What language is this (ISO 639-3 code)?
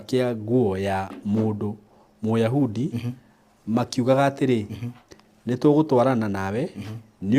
kik